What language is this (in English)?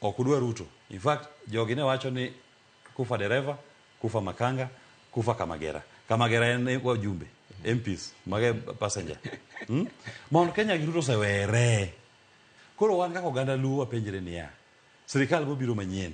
Luo (Kenya and Tanzania)